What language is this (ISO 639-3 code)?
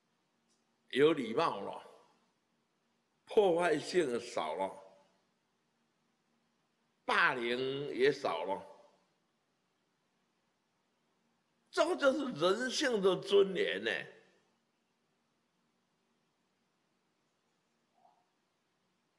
zho